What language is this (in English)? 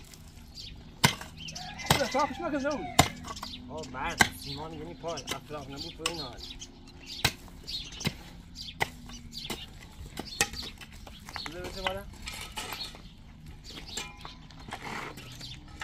Persian